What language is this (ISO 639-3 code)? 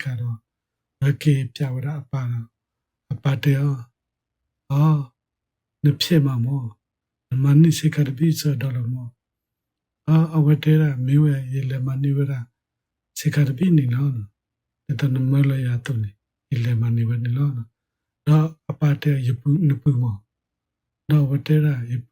ksw